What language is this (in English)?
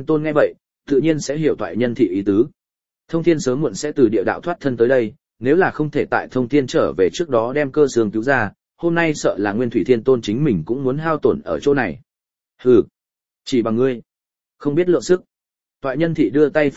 Vietnamese